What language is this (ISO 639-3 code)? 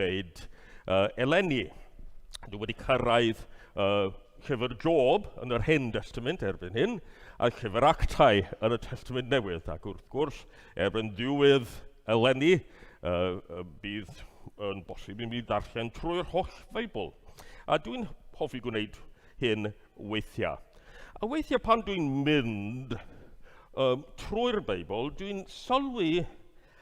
cym